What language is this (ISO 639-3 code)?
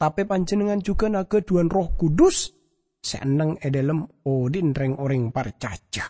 mad